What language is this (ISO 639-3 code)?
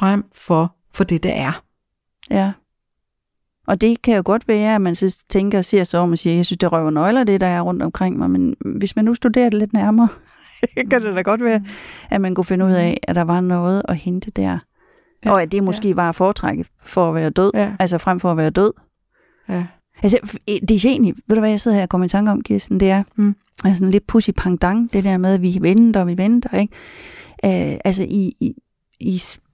dan